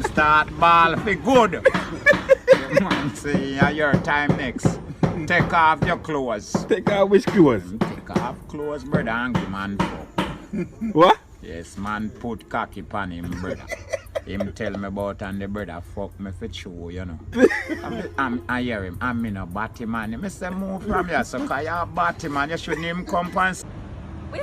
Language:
Jamaican Creole English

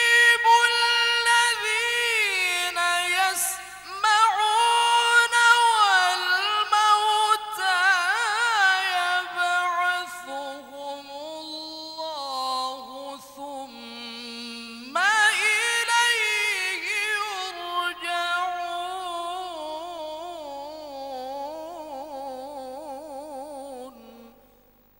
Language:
Arabic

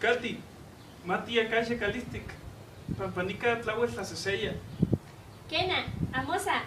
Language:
Eastern Huasteca Nahuatl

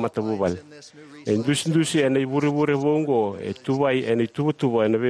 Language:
Fijian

